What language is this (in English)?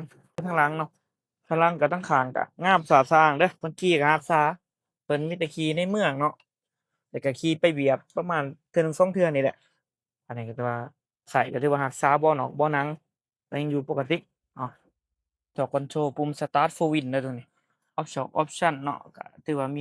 Lao